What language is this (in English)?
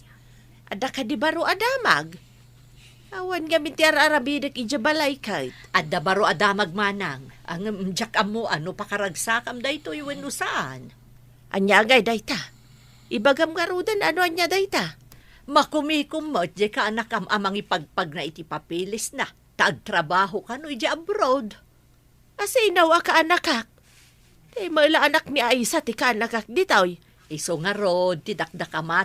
Iloko